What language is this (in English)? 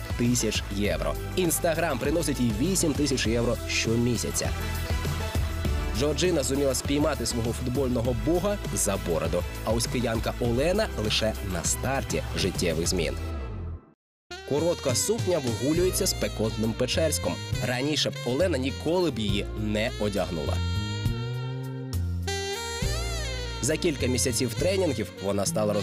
Ukrainian